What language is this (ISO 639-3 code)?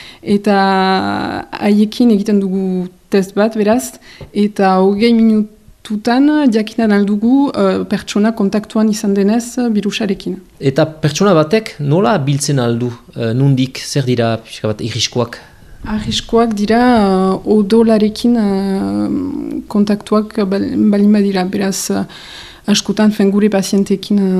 eus